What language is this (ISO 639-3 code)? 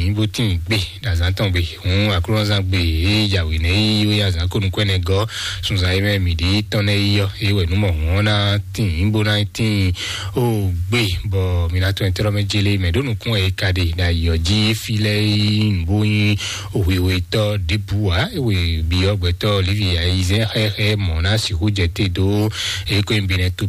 fon